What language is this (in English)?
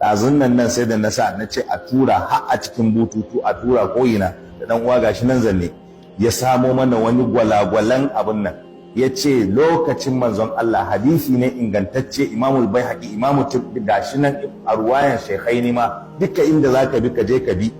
Hausa